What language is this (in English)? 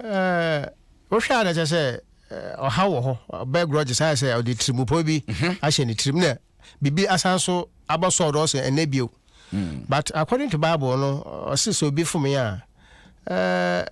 Akan